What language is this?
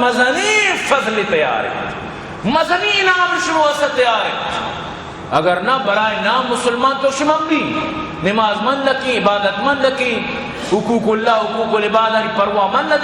Eastern Balochi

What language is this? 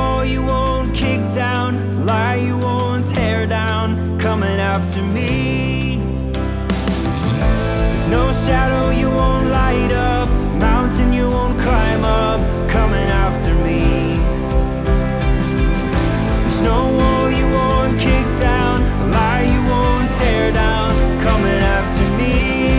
English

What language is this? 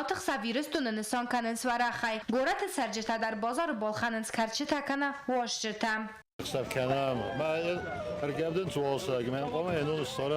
Ossetic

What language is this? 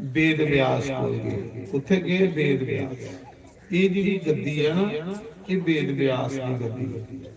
Dogri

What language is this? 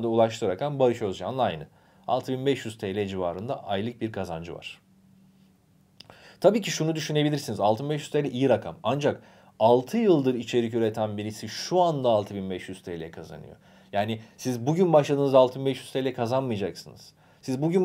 Turkish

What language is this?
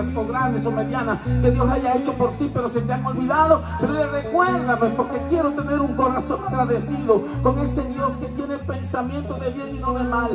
Spanish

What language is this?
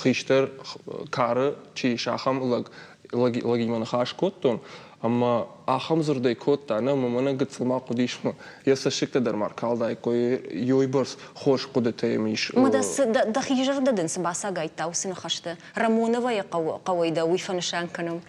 Ossetic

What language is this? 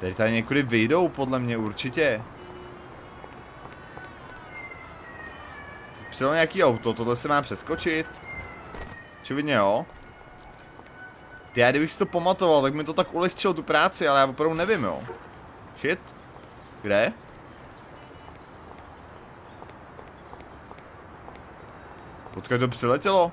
Czech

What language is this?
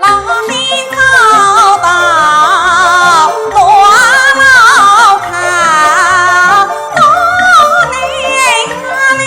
Pu-Xian Chinese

